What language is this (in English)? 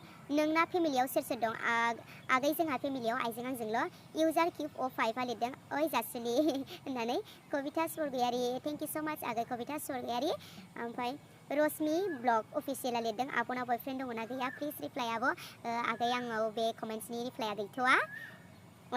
Bodo